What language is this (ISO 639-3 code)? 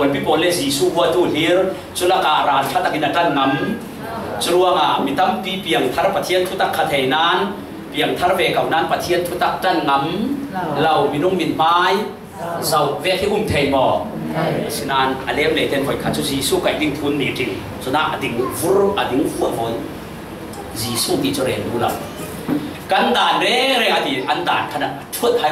cfm